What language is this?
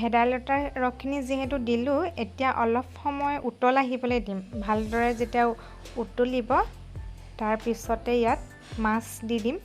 Assamese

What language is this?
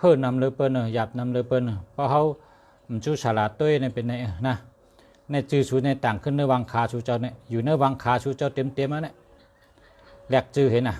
Shan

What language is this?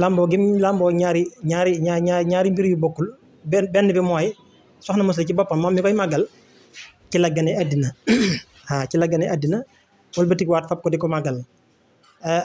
Wolof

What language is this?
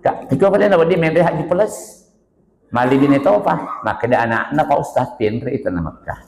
Buginese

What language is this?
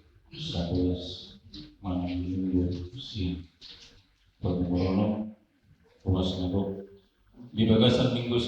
Batak Toba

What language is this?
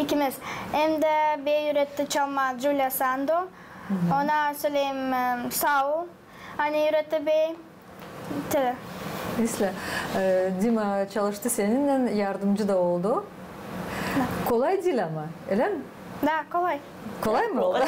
Gagauz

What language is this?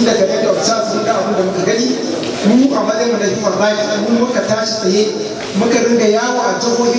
Hausa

